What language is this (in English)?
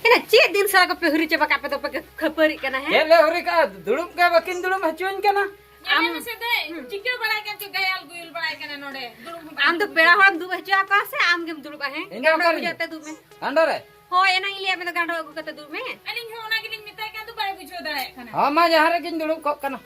Santali